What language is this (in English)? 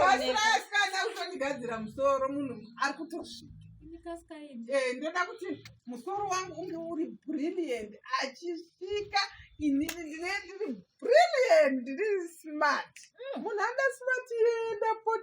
Shona